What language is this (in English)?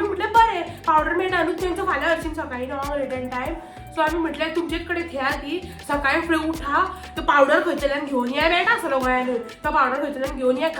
Konkani